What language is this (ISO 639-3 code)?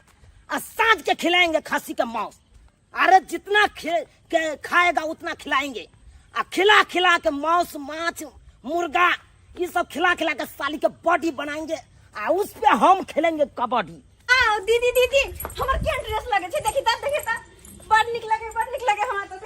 mai